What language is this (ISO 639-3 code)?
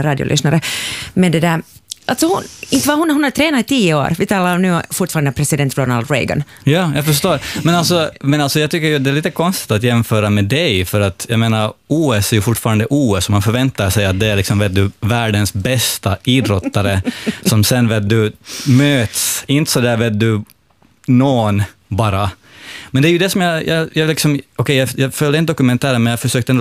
swe